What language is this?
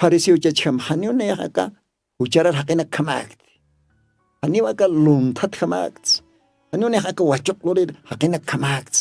Aymara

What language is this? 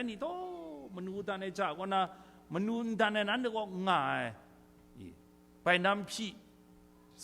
Kachin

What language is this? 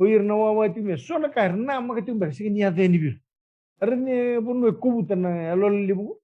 Fijian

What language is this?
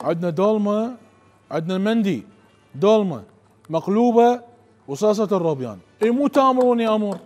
Mesopotamian Arabic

